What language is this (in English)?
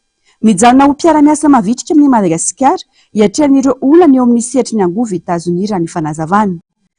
Malagasy